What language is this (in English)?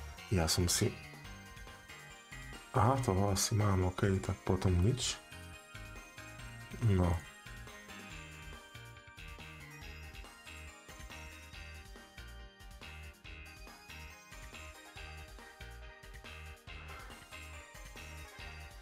Slovak